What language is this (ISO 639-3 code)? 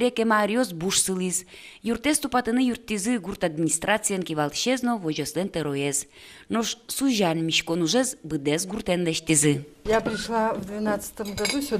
udm